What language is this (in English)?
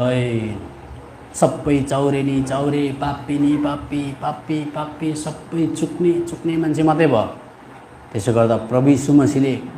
Nepali